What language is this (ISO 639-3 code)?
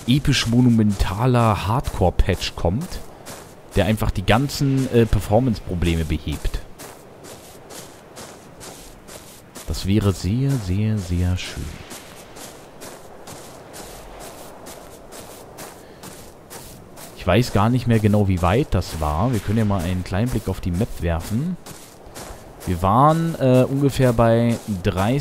deu